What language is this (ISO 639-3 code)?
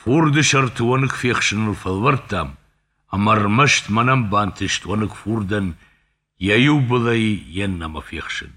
oss